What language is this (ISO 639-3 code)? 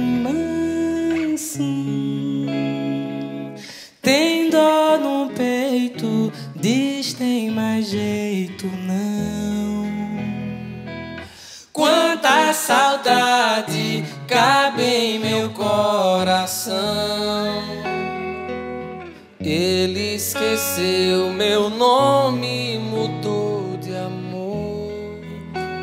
por